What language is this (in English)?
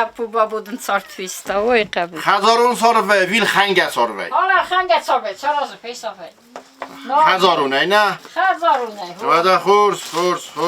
Ossetic